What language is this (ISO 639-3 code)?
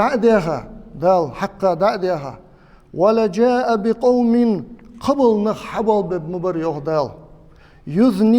inh